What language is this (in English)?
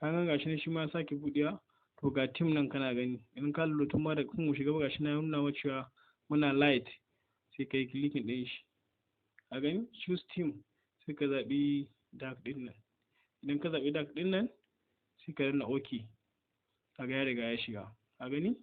Hausa